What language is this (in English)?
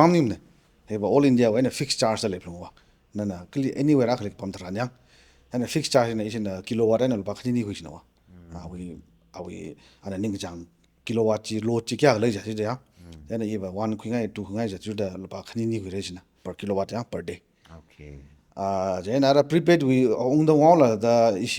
Tangkhul Naga (India)